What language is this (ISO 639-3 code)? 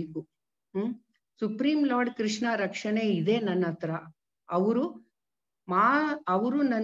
kan